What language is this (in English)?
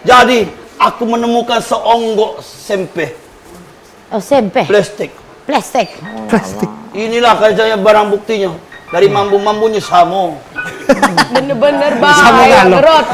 Musi